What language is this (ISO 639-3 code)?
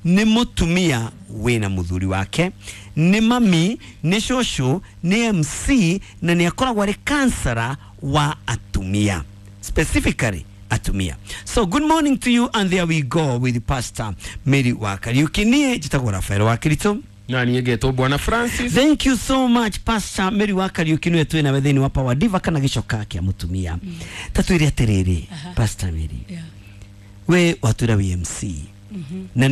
kik